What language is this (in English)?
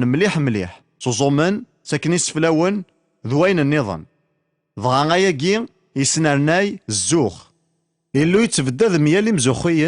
Kabyle